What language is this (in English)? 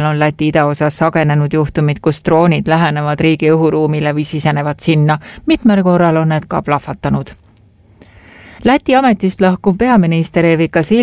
Estonian